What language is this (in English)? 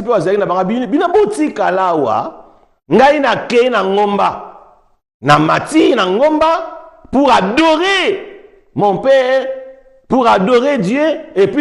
Lingala